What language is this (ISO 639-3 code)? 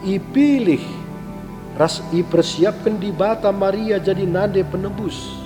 btx